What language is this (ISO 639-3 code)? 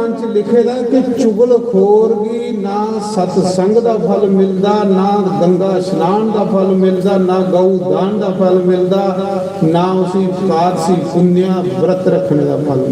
doi